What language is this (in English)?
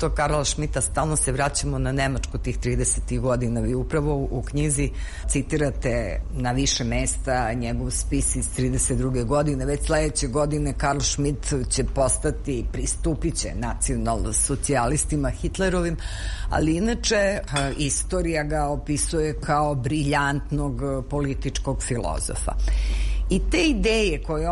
Serbian